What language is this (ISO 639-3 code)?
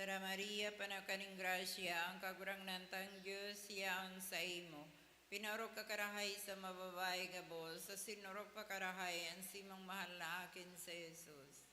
bik